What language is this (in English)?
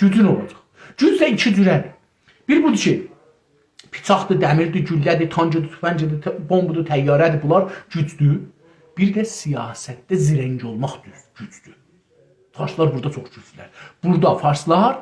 South Azerbaijani